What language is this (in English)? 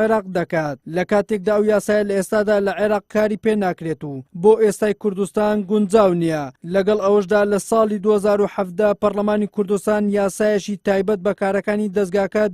Central Kurdish